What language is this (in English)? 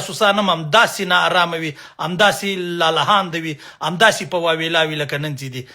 Pashto